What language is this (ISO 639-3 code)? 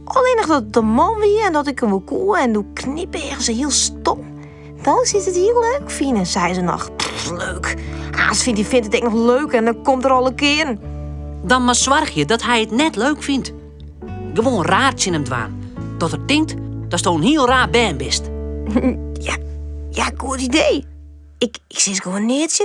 fry